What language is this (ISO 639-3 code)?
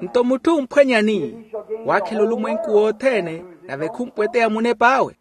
vmw